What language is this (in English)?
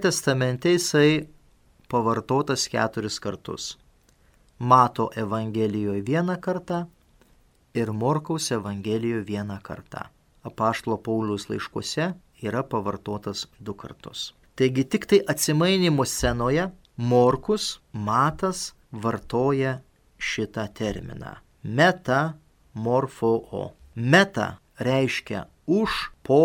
Lithuanian